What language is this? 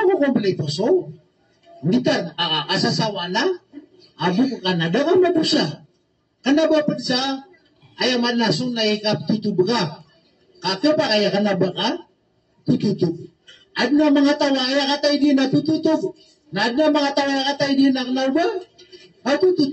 Maranao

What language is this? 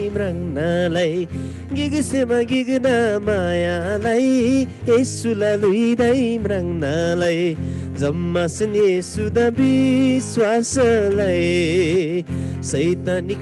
Eastern Tamang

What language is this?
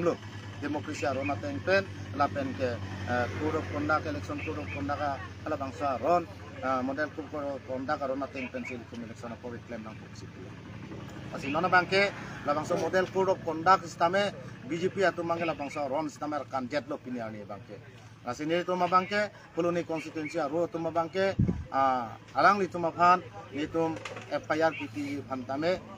Karbi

